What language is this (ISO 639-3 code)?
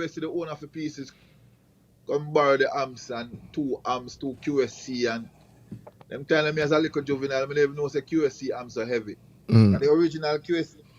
jam